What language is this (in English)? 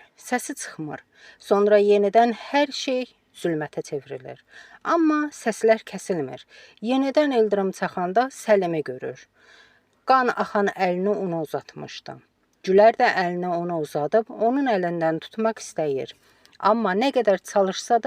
Azerbaijani